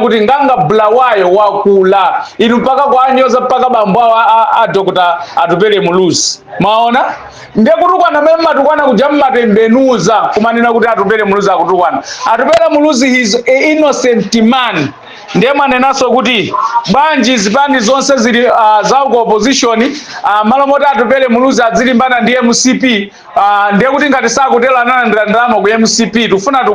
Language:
Nyanja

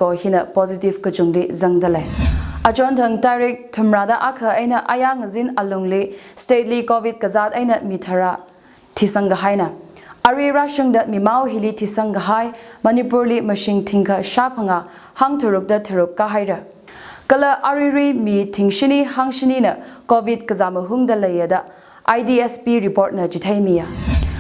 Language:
Tangkhul Naga (India)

